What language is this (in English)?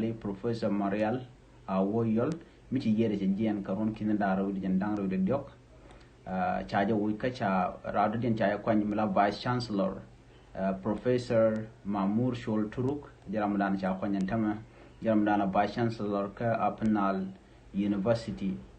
Nuer